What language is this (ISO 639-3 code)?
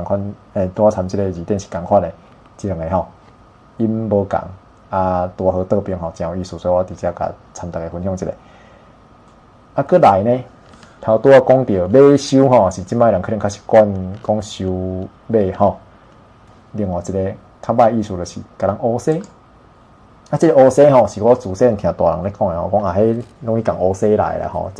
nan